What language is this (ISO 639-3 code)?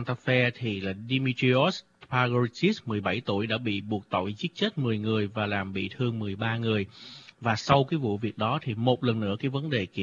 vie